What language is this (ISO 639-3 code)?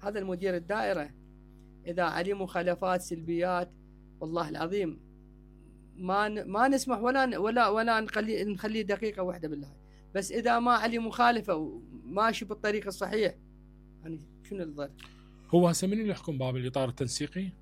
acm